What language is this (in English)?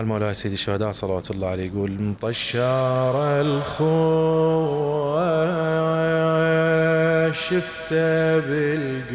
Mesopotamian Arabic